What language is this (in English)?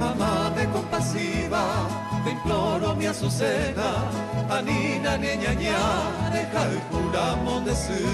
Guarani